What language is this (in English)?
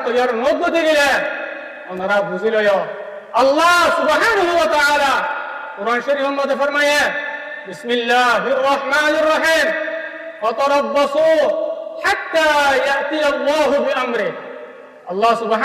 Rohingya